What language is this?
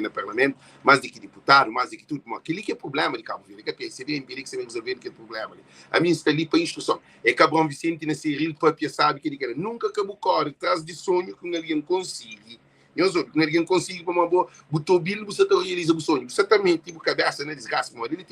Kabuverdianu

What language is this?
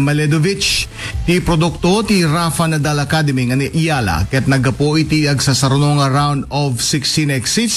Iloko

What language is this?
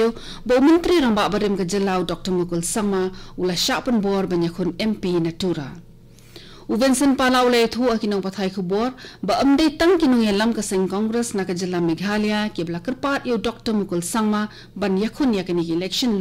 Khasi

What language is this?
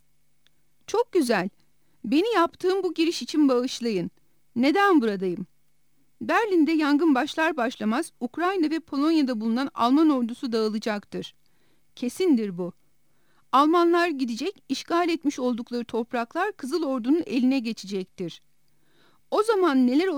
Turkish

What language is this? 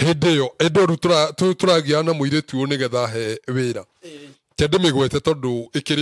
Kikuyu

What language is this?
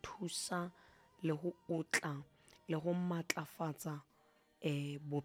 Southern Sotho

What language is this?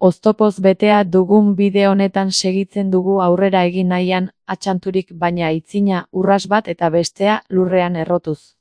Basque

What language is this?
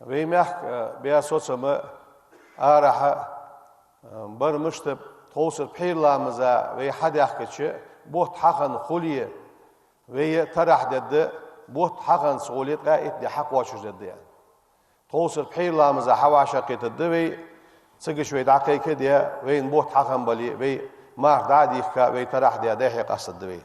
Ingush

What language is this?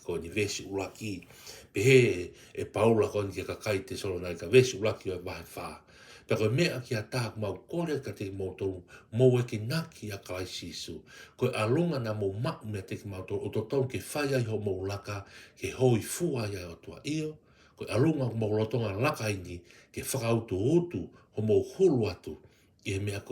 Tongan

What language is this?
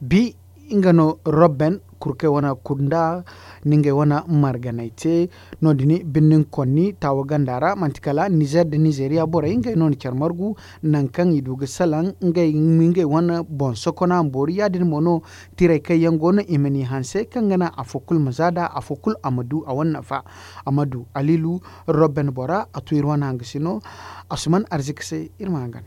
Zarma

